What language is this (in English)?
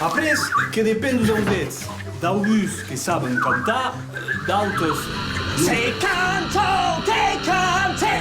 Occitan